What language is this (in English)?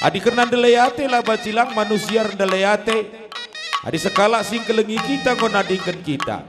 Batak Karo